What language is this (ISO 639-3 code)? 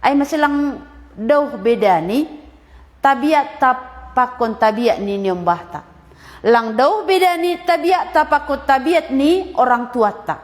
bts